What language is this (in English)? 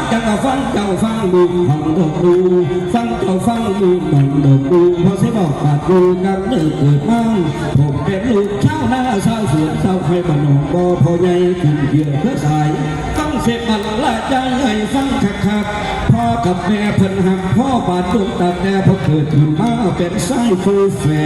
Northeastern Thai